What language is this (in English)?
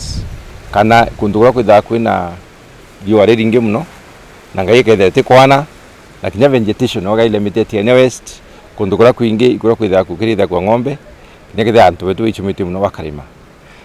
Meru